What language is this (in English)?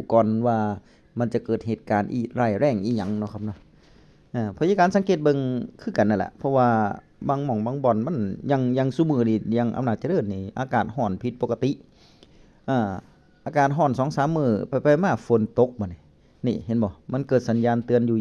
Northeastern Thai